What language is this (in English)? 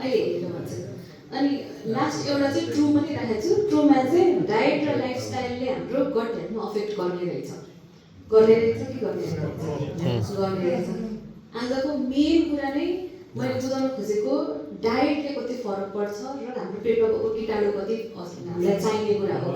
Nepali